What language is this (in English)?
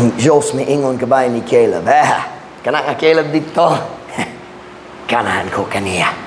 Cebuano